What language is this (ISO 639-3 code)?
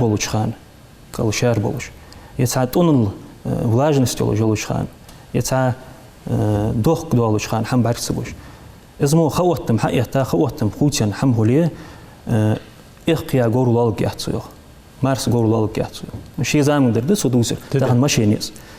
inh